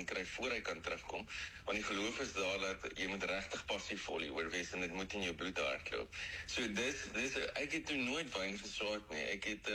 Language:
Afrikaans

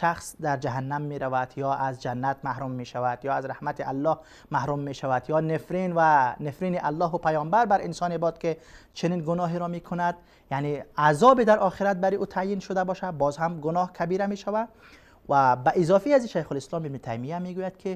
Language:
Persian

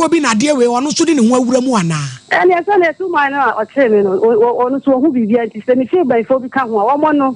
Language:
Akan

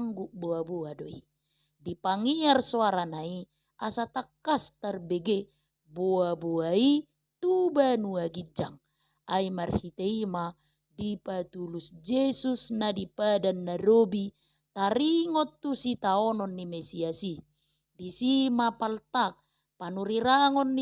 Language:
Batak Toba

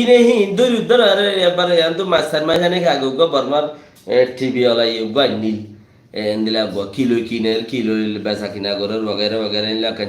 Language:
Rohingya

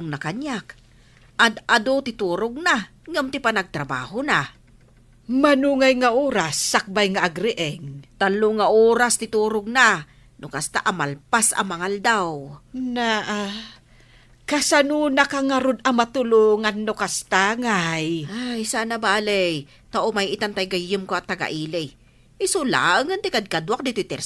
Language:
Iloko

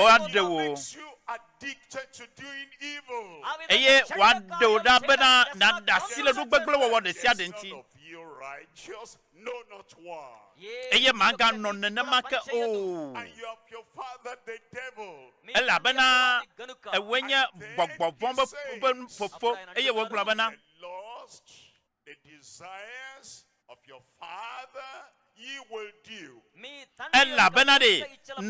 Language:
Ewe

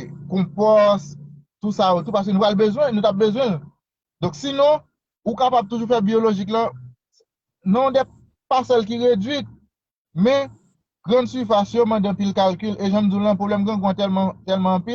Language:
Haitian Creole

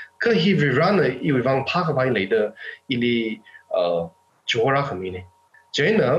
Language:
Tangkhul Naga (India)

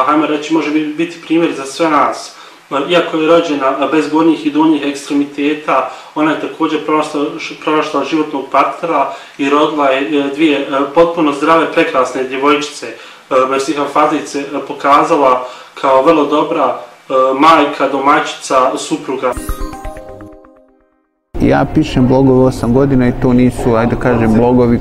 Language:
Bosnian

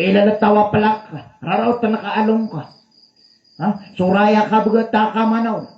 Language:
Maranao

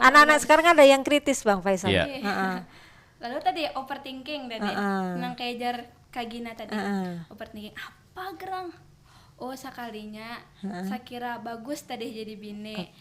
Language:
Banjar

